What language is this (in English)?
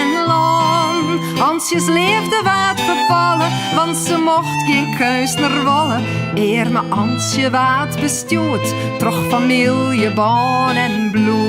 Western Frisian